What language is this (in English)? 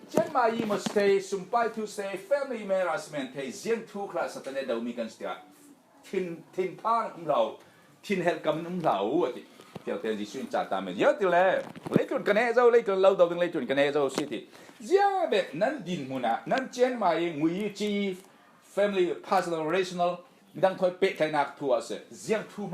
Falam Chin